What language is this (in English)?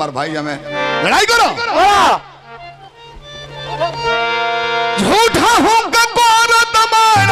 Bhojpuri